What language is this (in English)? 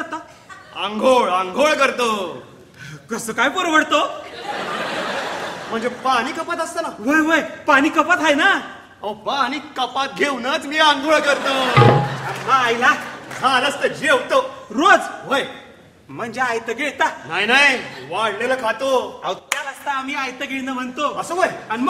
Marathi